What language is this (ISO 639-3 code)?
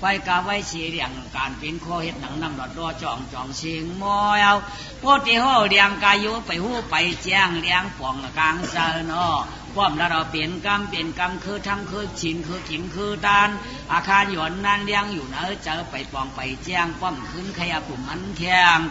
shn